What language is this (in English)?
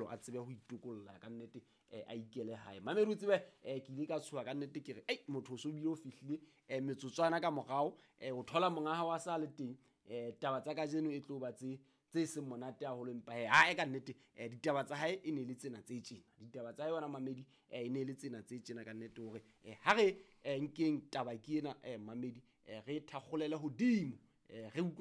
Southern Sotho